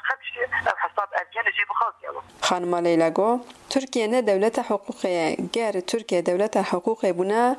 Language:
Kurdish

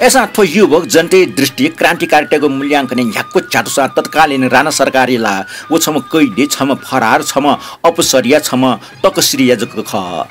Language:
Newari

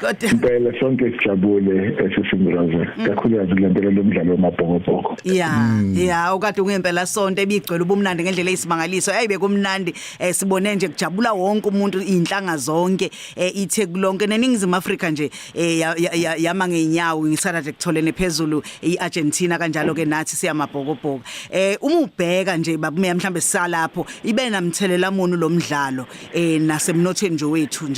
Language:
Zulu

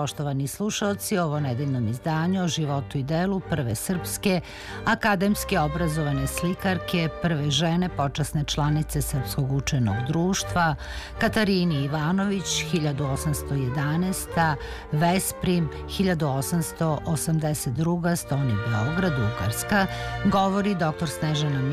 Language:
Serbian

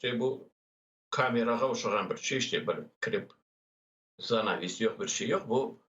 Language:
Crimean Tatar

